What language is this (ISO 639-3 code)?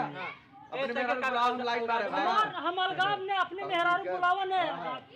awa